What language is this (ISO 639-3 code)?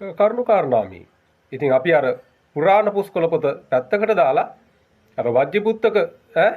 sin